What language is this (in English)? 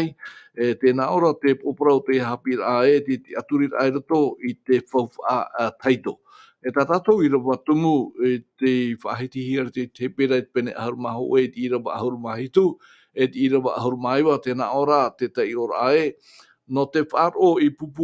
Tahitian